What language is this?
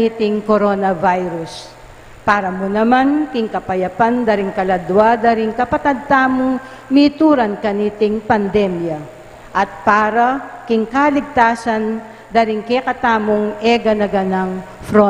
Pampanga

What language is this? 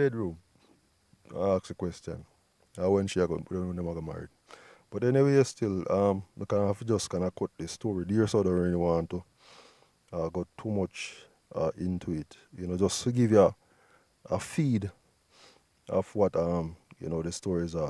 Jamaican Creole English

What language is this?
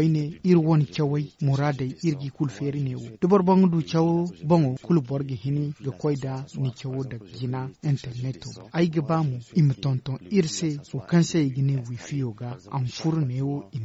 Zarma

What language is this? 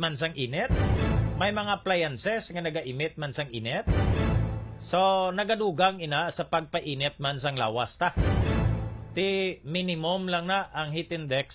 Hiligaynon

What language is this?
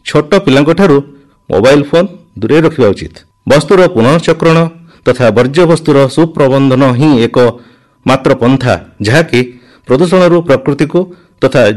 Odia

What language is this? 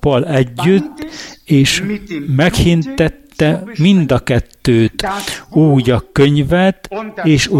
Hungarian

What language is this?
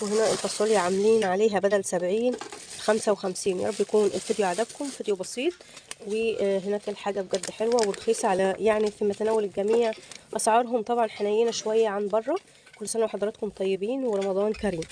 Egyptian Arabic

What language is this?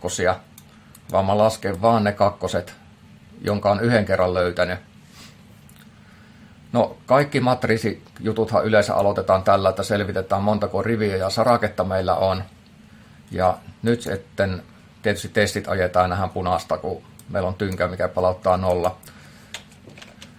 Finnish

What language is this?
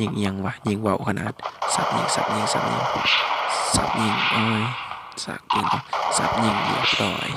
Lao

